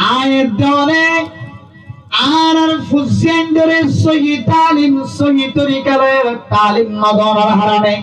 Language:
Rohingya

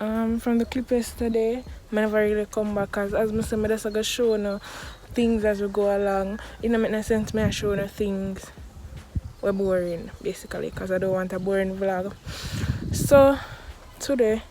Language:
Jamaican Creole English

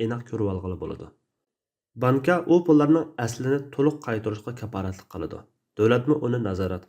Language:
Uyghur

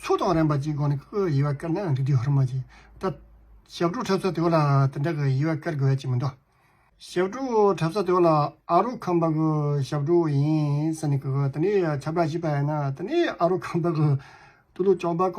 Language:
Tibetan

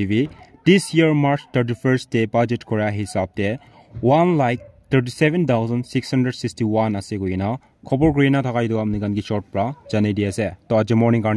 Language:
Naga Pidgin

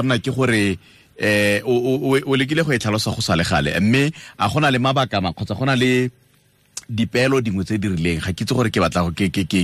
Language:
Tswana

